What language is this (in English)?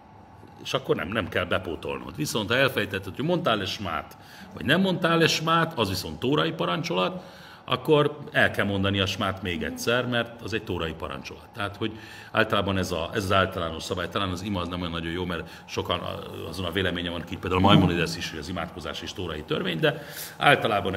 Hungarian